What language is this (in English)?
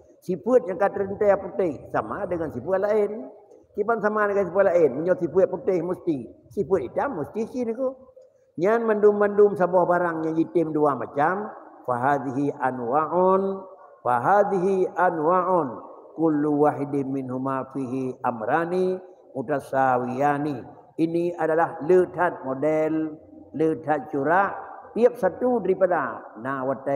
Achinese